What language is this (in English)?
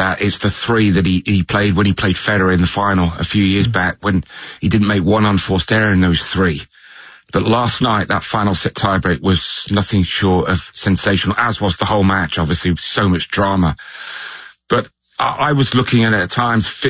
English